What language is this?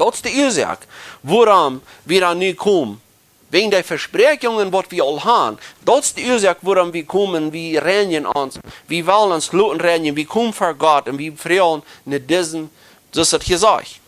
Plautdietsch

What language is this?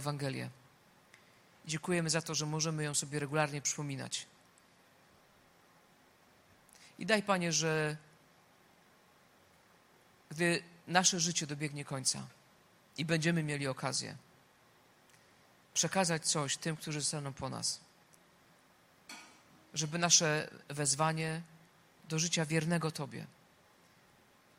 Polish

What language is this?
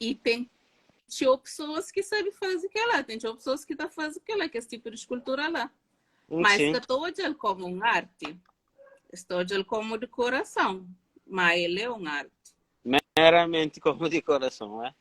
Kabuverdianu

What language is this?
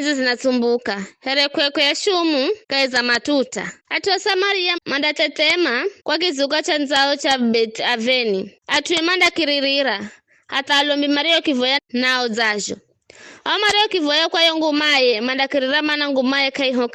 Giryama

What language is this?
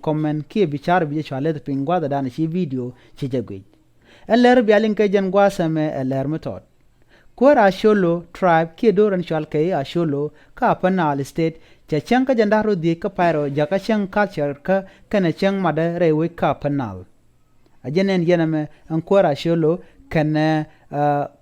Nuer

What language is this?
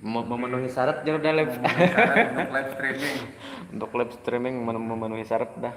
Banjar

